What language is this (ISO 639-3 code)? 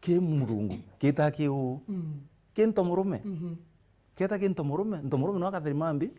mer